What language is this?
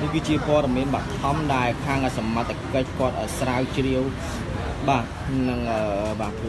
Khmer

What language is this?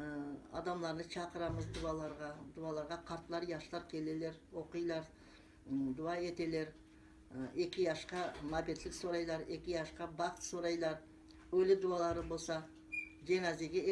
Crimean Tatar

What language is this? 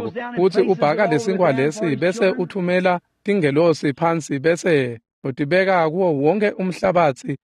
Swati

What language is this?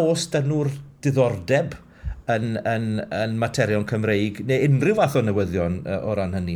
Welsh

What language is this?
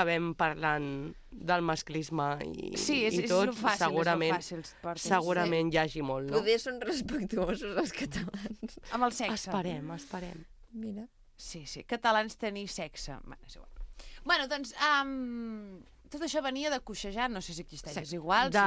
Catalan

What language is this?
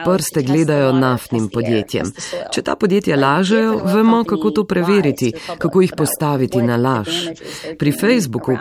Slovenian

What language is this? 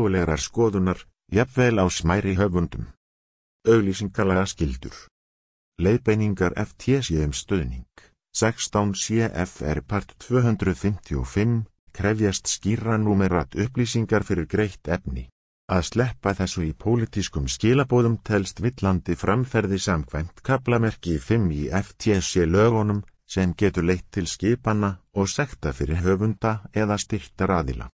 Icelandic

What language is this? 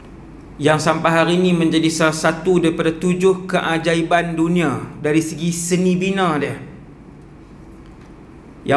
Malay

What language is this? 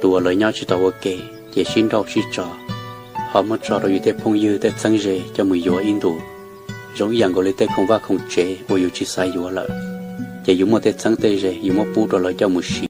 Hmong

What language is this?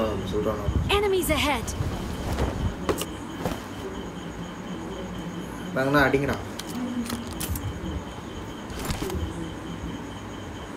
Tamil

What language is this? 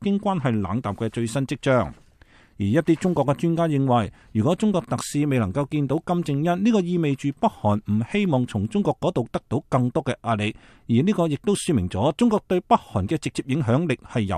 Cantonese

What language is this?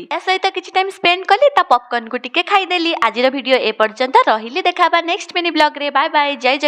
Odia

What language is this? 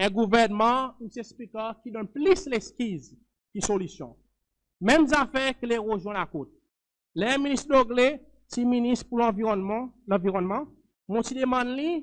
Seselwa Creole French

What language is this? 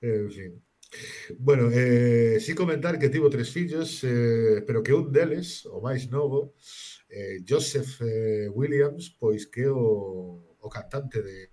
Galician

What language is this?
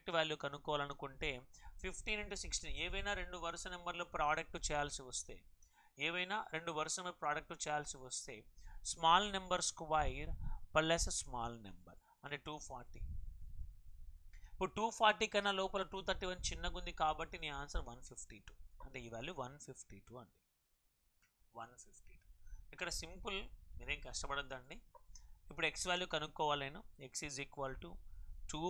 Telugu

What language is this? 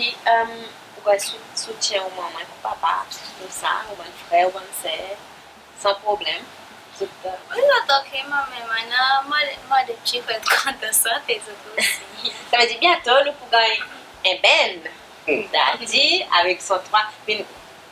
Seselwa Creole French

